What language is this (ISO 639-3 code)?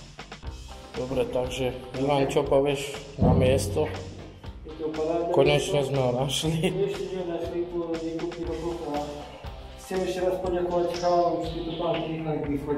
slk